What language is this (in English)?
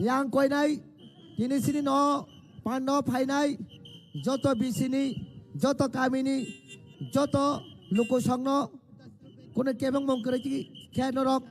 Kok Borok